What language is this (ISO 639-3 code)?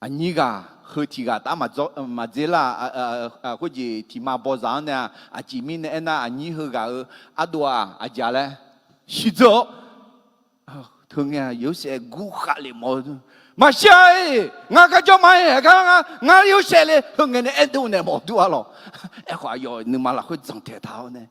ahk